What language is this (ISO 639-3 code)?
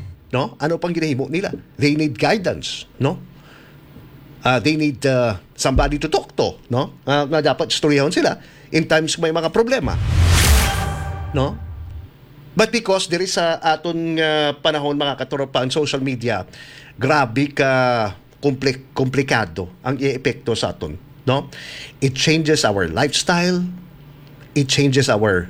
hil